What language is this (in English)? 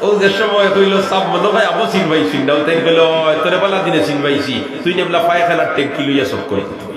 Sylheti